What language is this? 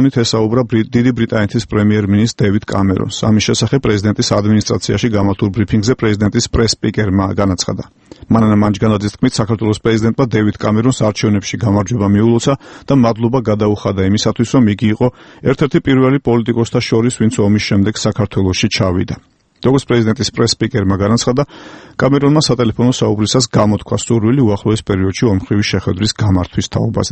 Georgian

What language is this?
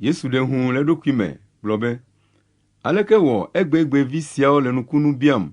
Ewe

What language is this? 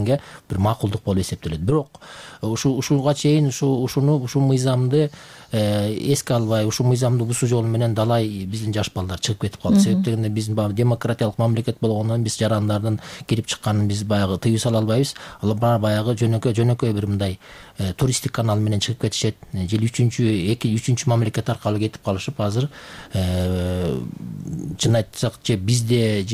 Kyrgyz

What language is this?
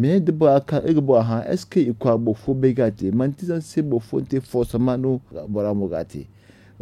Zarma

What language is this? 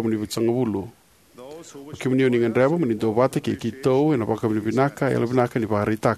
Fijian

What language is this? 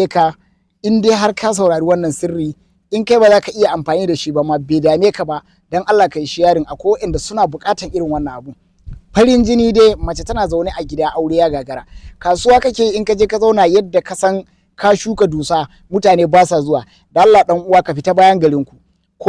Hausa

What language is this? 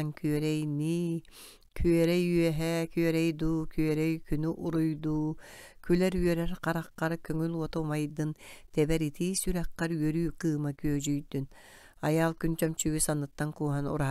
Yakut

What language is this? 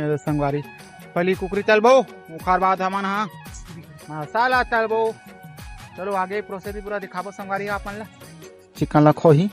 Chhattisgarhi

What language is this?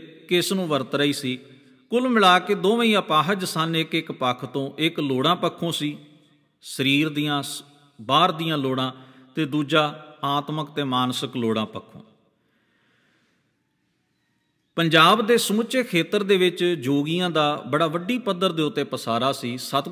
Punjabi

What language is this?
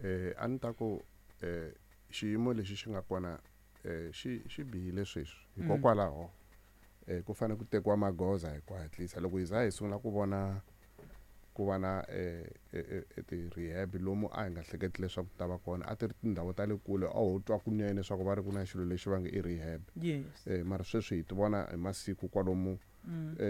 Tsonga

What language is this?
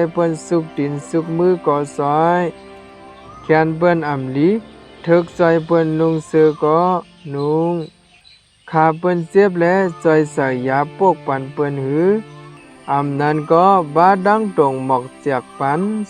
Shan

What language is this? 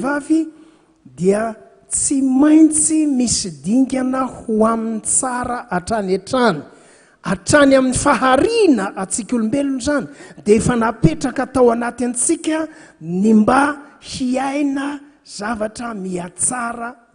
Malagasy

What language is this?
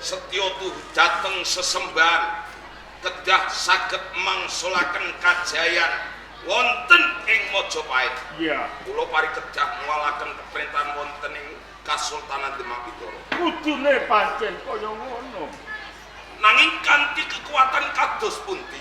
Javanese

